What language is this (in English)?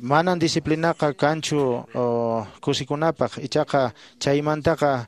Quechua